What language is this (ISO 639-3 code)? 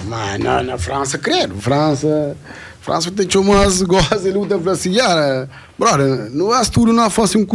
kea